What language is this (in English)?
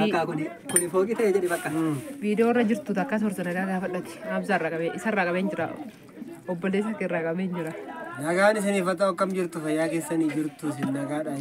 Oromo